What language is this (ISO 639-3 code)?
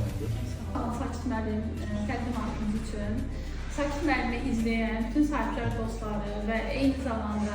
aze